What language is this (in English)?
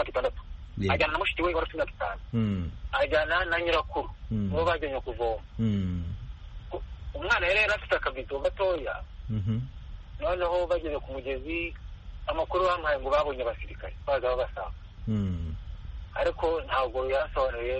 Kinyarwanda